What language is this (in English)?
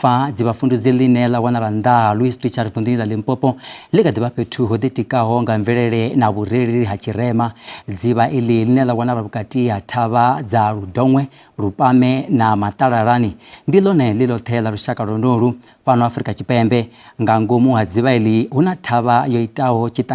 Venda